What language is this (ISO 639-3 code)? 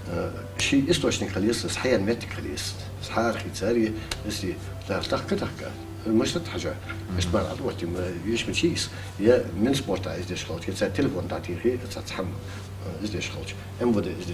inh